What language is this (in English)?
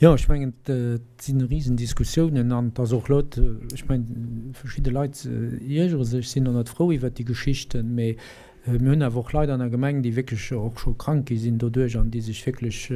Luxembourgish